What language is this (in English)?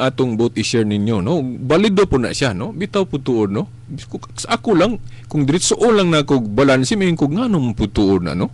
Cebuano